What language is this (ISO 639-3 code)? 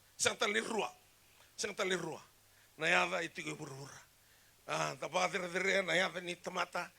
fij